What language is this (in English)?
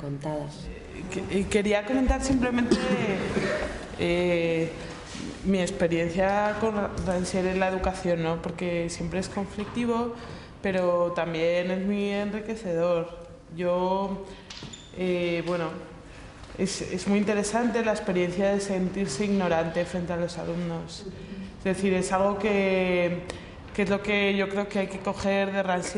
Spanish